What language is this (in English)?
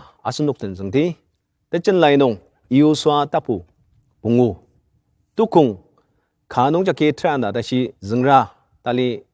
Ao Naga